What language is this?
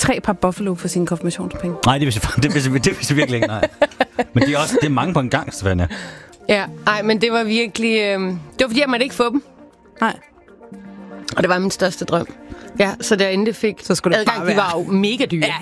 Danish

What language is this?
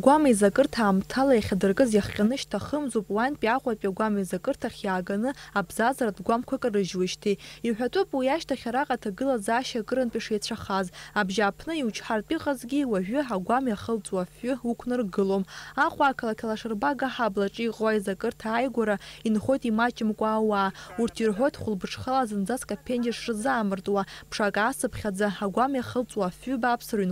Abkhazian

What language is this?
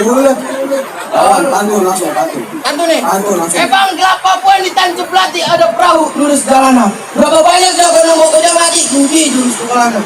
Betawi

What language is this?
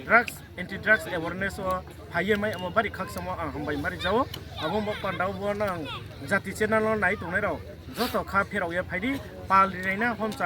Riang (India)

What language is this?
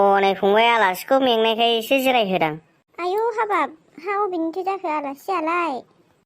Bodo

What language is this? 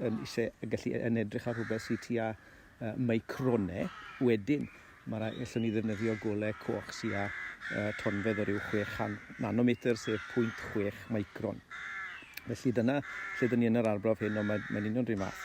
Welsh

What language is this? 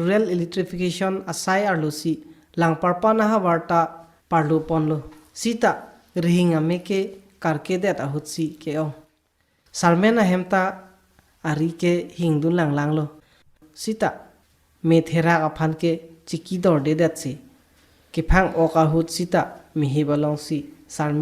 Karbi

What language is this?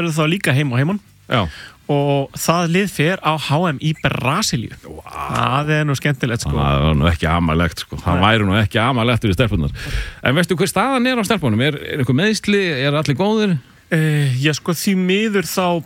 Icelandic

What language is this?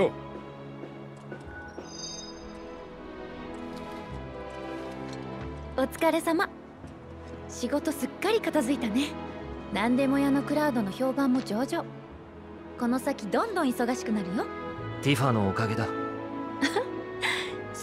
Japanese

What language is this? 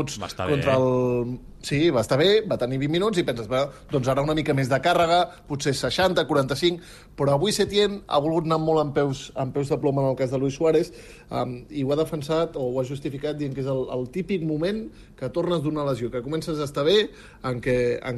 Catalan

